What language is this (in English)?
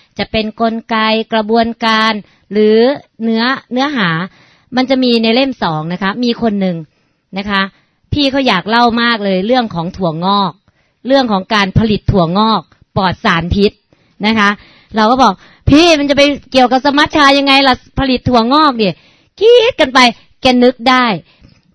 Thai